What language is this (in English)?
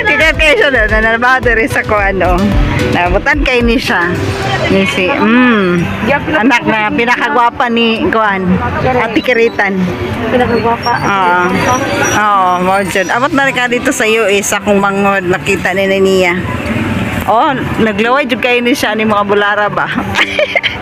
Cebuano